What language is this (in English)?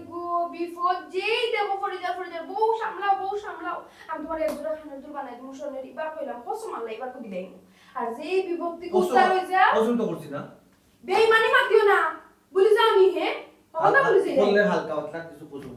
Sylheti